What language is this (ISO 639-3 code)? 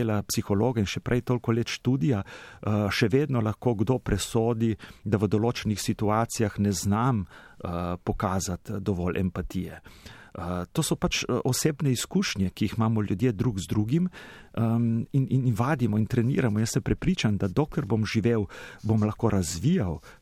slv